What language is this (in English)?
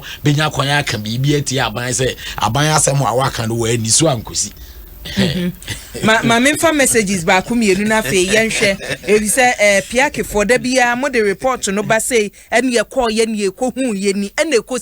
Akan